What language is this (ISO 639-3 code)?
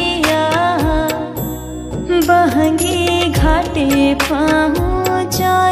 bho